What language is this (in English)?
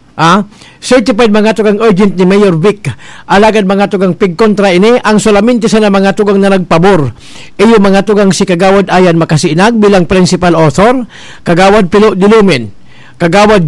Bikol